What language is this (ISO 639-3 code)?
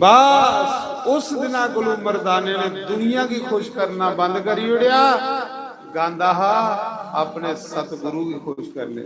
doi